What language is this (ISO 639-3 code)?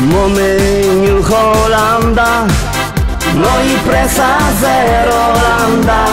szl